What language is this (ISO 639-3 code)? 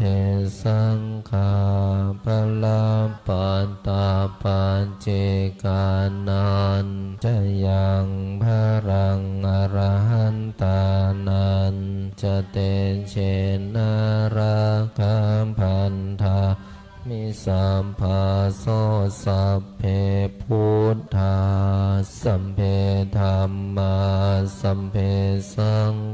pli